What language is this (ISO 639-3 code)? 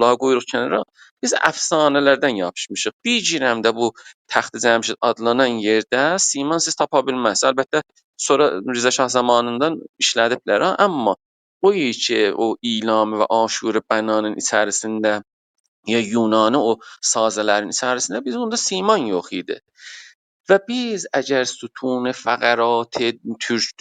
azb